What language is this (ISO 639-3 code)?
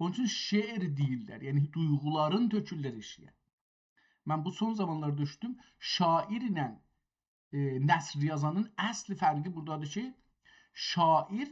azb